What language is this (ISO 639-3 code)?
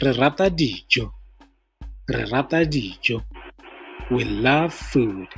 tsn